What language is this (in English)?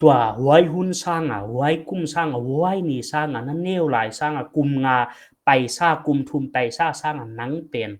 Paite Chin